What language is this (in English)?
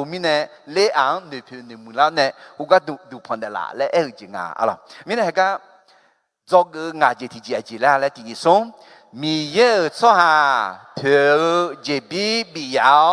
Akha